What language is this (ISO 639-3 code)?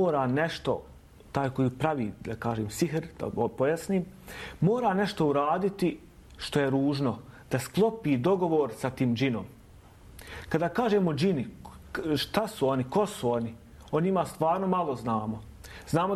bos